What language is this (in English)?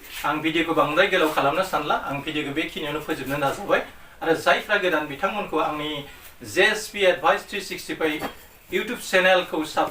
Bodo